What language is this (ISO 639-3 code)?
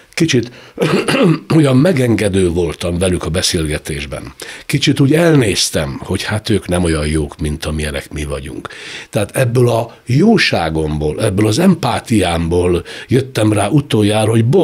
hun